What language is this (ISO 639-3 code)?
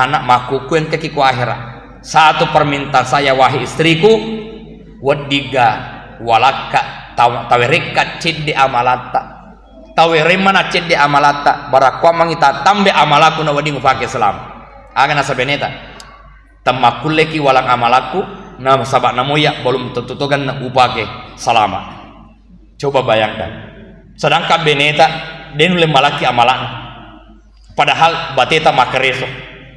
bug